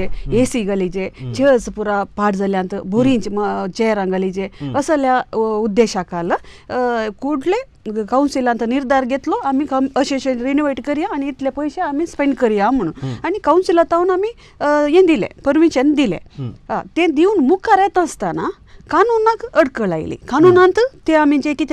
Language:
Konkani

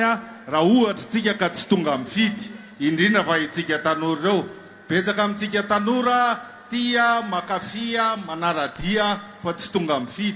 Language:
Malagasy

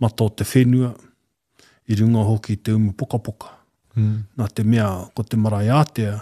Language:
Māori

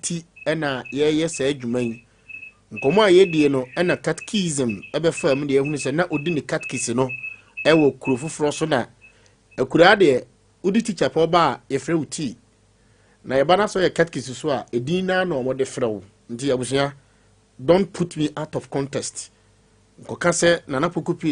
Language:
Akan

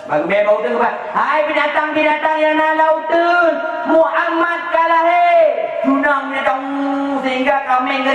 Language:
Achinese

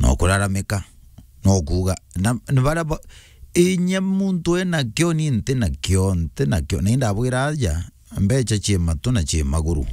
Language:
Meru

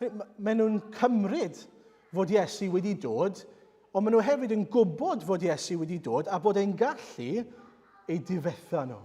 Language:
Welsh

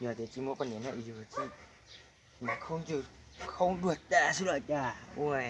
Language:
Hmong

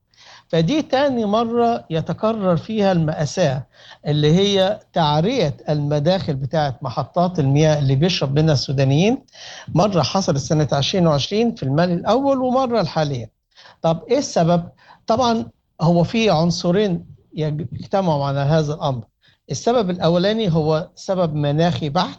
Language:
Sudanese Arabic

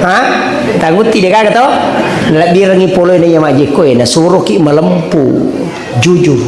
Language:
Buginese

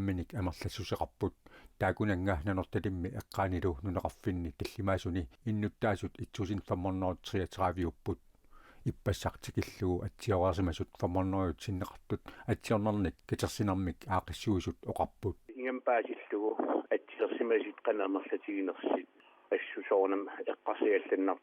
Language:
Kalaallisut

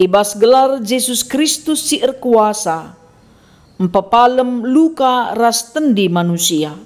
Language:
Batak Karo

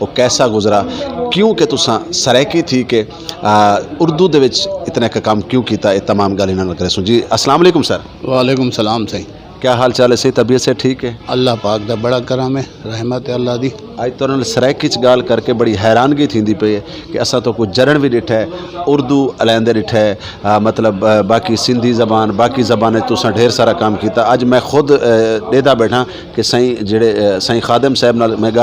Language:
Saraiki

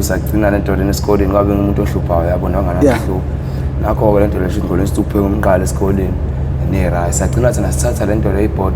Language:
Zulu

